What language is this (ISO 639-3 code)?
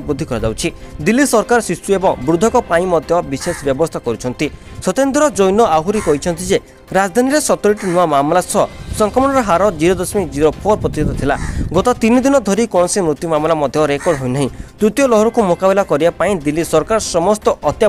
ori